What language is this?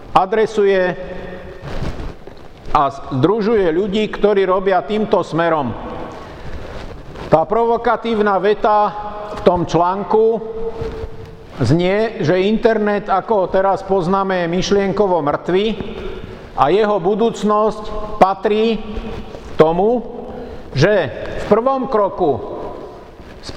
Slovak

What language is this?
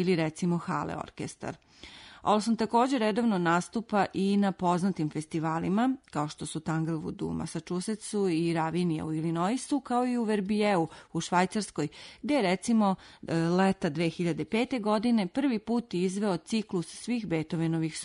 Serbian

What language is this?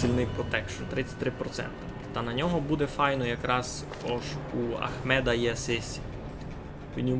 Rusyn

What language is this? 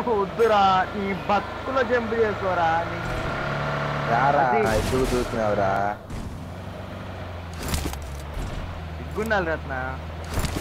Telugu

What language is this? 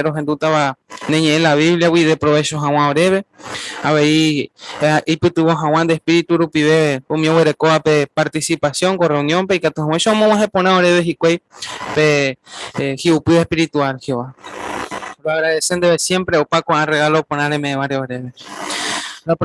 Guarani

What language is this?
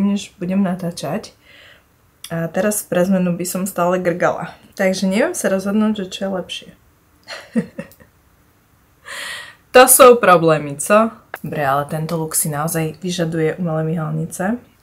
Slovak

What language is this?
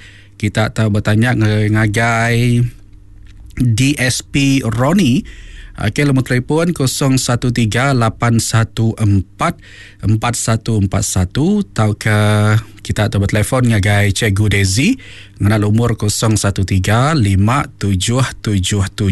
Iban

